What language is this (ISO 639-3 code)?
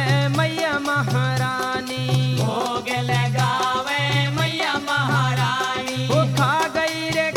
bho